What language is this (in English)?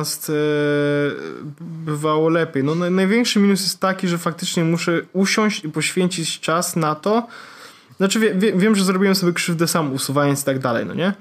Polish